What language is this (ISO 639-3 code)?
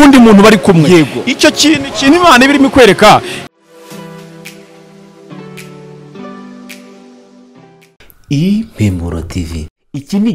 kin